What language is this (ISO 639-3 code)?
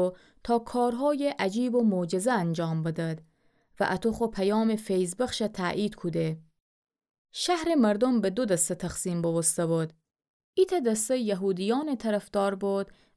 glk